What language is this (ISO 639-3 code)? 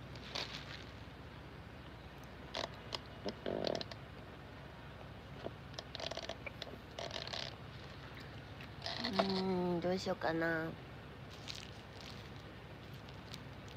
jpn